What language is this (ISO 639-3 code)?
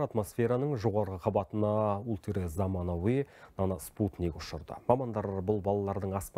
kaz